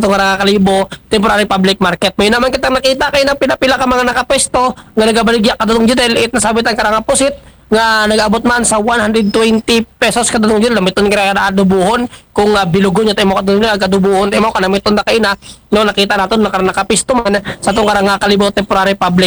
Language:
Aklanon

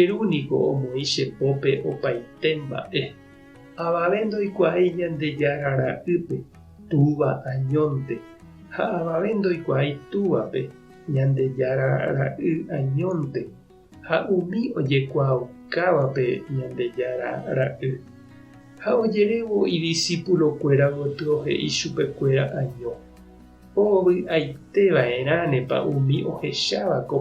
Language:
Guarani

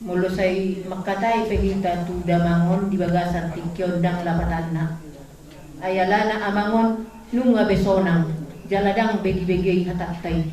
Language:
Batak Toba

